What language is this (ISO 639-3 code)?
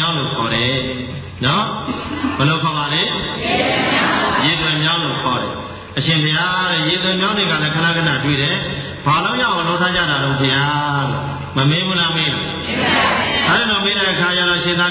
mya